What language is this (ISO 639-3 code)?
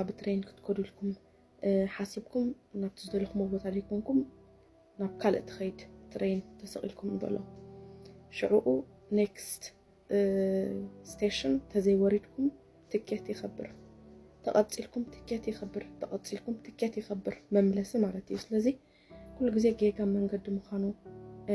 tir